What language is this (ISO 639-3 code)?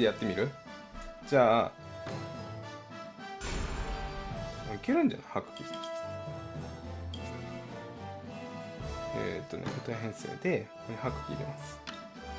jpn